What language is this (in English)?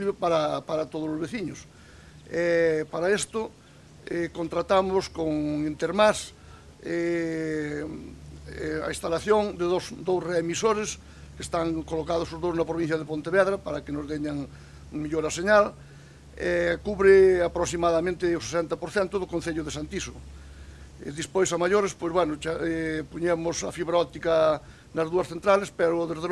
Galician